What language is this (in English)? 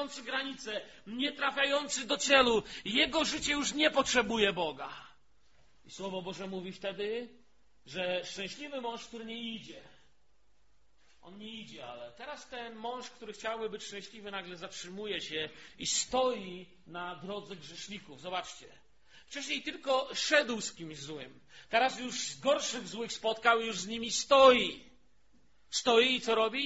Polish